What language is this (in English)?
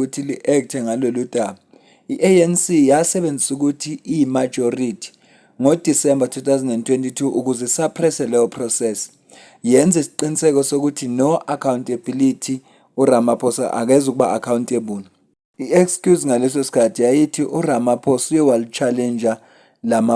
Zulu